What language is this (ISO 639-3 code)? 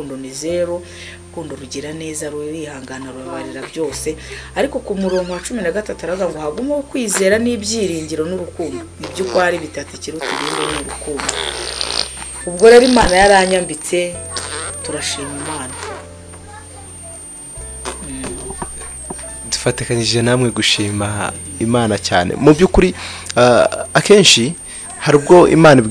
kin